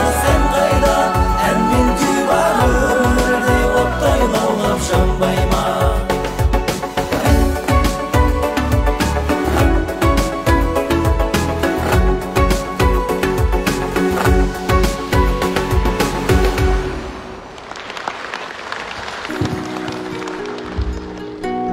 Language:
Kazakh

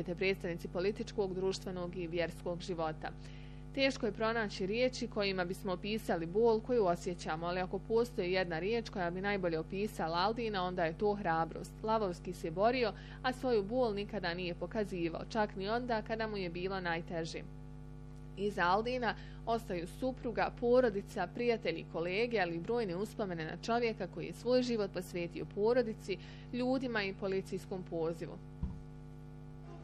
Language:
Bosnian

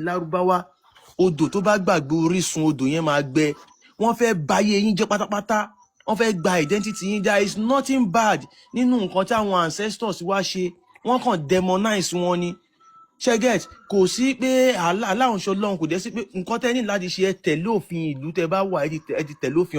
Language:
Yoruba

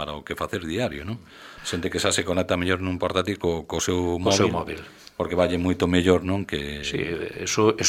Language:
Galician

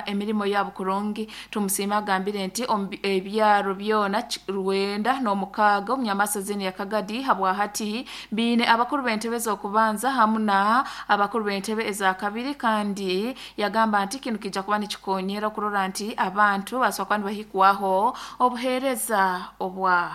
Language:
Nyoro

